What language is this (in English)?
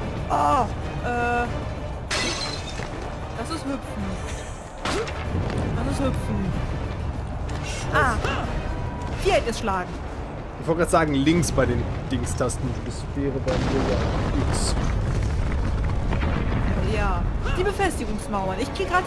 German